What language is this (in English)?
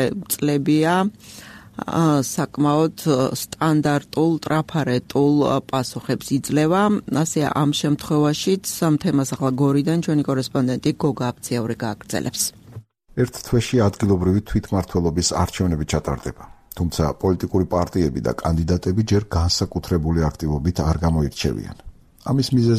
Georgian